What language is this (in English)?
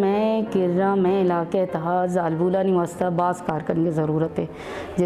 Baluchi